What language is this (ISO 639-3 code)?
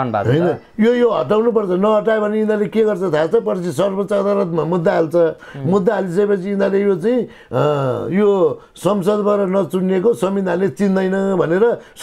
nep